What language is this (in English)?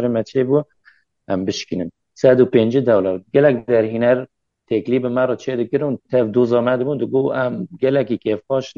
Kurdish